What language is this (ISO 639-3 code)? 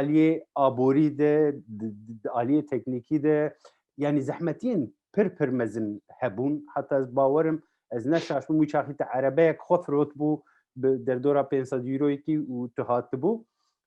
kur